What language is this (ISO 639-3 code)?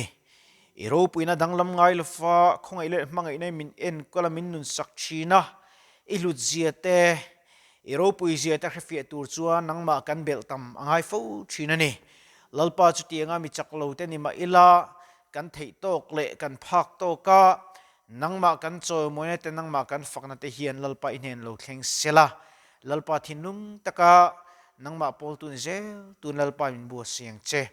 lus